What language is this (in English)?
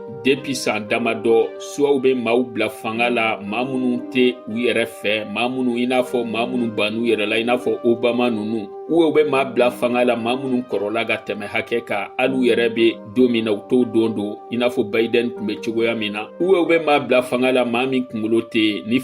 Bambara